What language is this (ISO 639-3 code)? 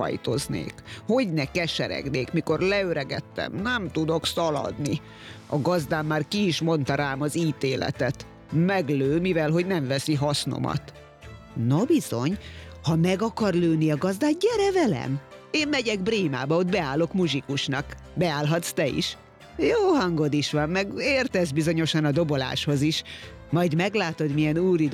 hun